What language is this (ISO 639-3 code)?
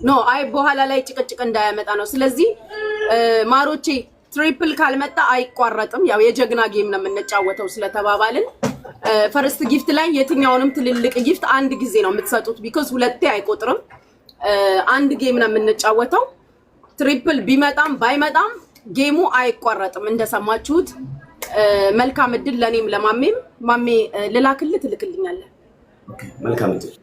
amh